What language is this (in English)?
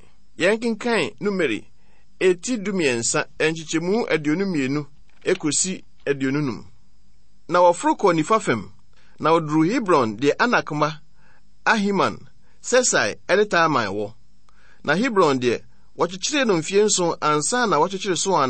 Akan